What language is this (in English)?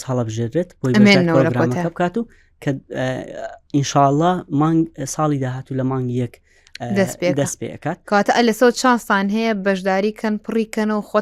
Central Kurdish